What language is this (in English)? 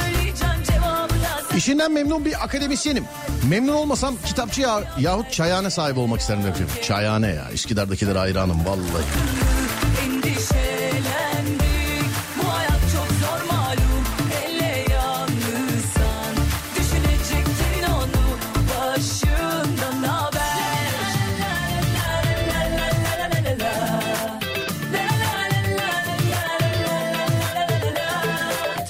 Turkish